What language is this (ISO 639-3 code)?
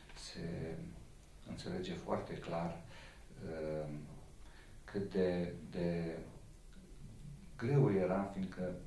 ron